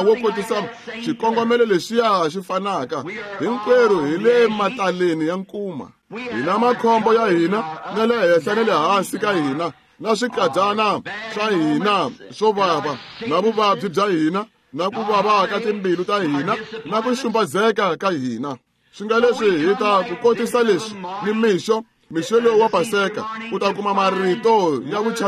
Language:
Tsonga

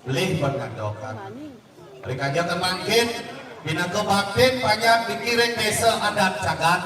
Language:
Balinese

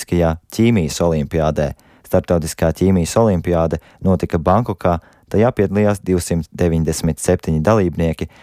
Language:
Latvian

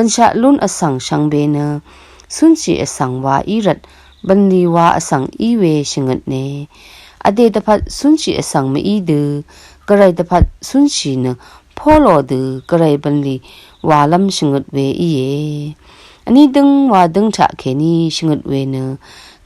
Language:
Rawang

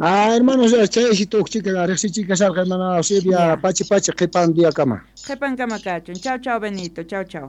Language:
South Bolivian Quechua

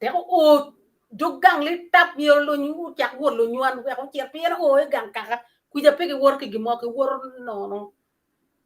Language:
Acoli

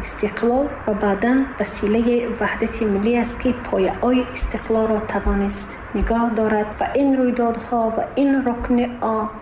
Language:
Tajik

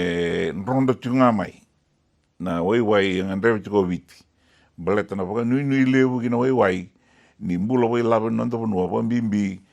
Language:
Fijian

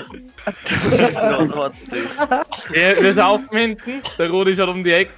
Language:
Bavarian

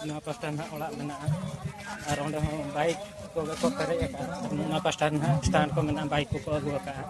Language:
Santali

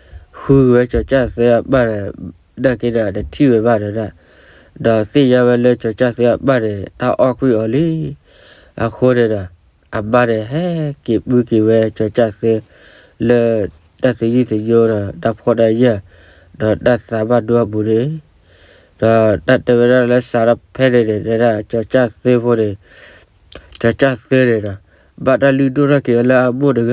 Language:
S'gaw Karen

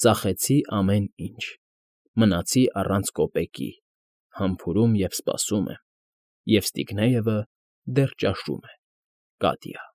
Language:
Armenian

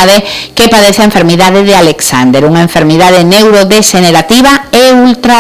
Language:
Galician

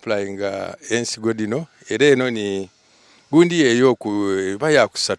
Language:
Soga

